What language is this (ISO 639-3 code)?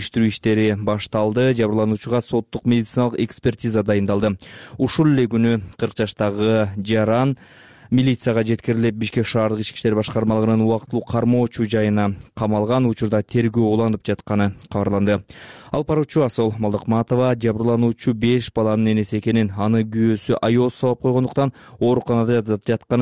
kir